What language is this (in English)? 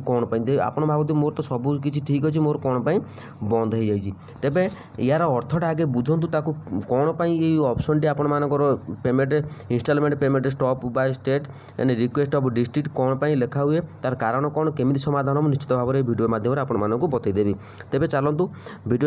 Odia